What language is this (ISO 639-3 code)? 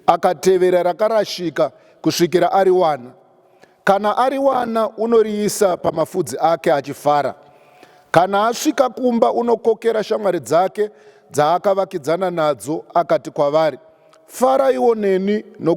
sna